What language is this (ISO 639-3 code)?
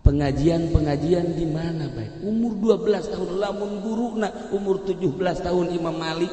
sun